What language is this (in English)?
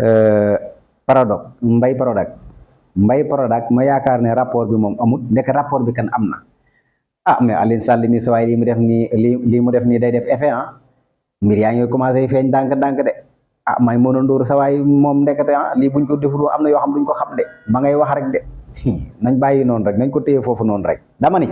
Wolof